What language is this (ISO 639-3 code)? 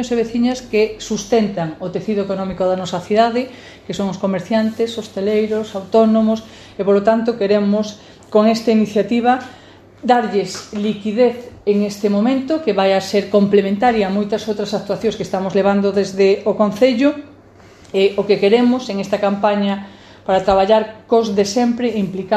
glg